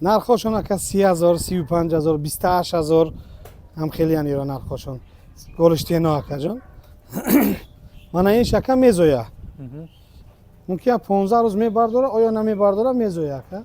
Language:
Tajik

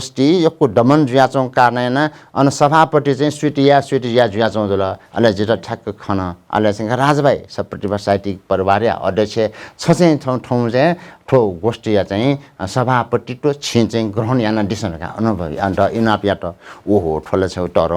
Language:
Newari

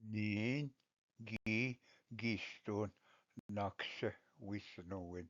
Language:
Ojibwa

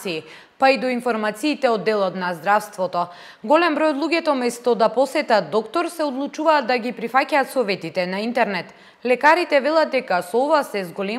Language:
Macedonian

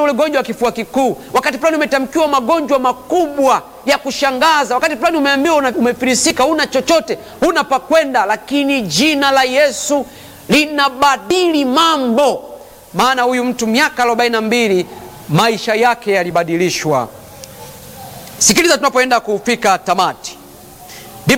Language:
Swahili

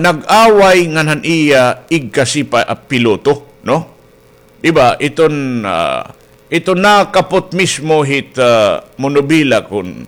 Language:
Waray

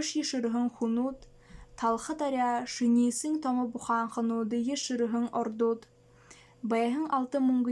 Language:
Buriat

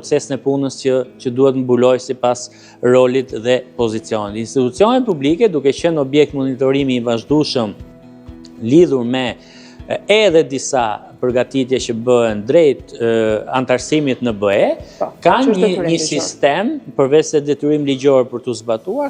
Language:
Albanian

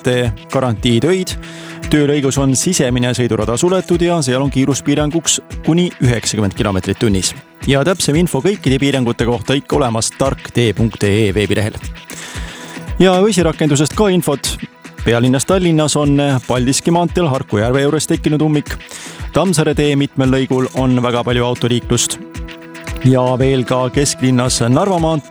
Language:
Estonian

